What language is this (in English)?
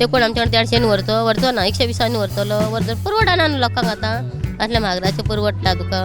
Konkani